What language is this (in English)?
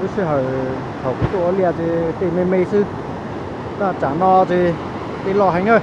Hmong